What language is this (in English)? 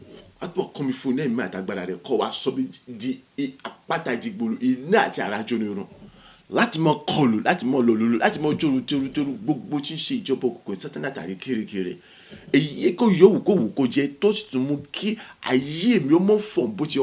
Yoruba